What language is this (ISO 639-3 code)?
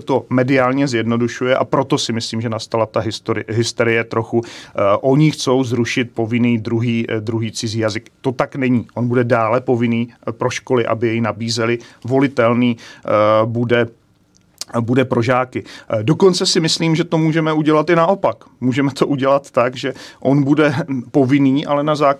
ces